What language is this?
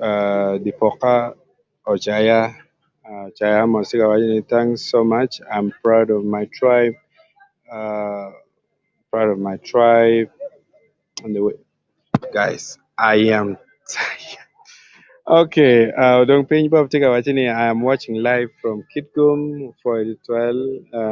Acoli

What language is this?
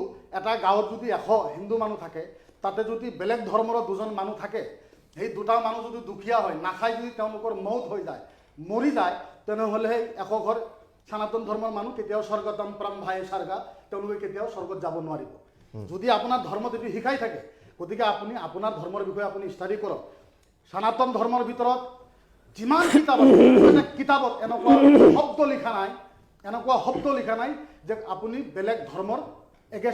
Assamese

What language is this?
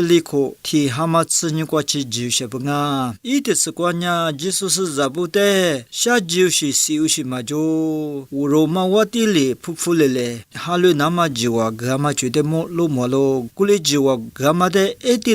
Lisu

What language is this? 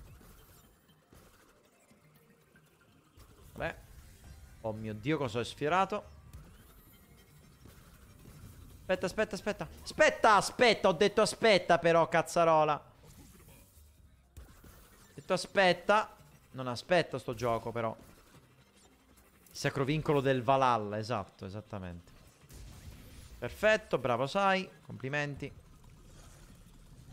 Italian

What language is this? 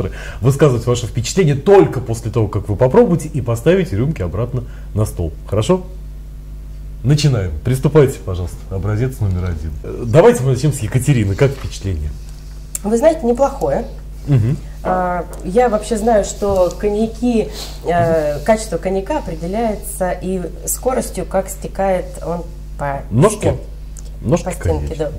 Russian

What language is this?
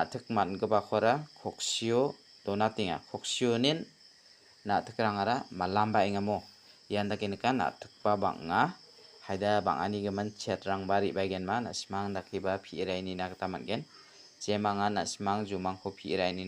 Garo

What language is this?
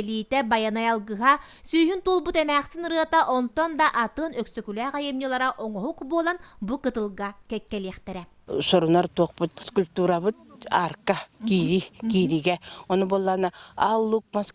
Yakut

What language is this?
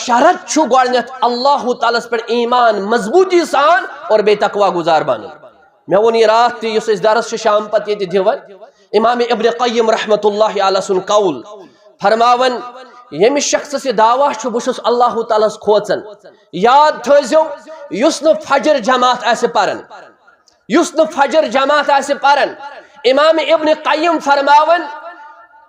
Kashmiri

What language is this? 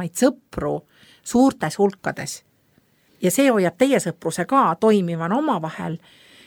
Estonian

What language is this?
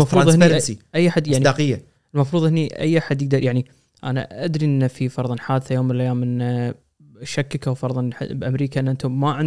Gulf Arabic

